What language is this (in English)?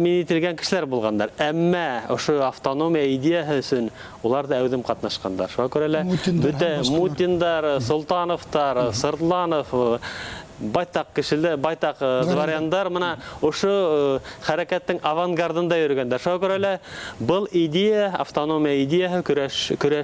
Bashkir